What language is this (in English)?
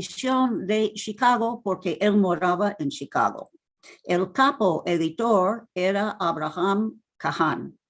Ladino